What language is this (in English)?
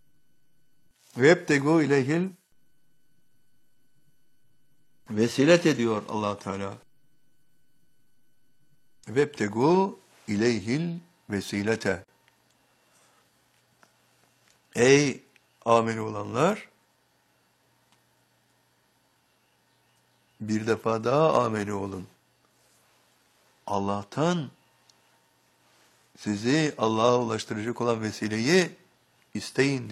Turkish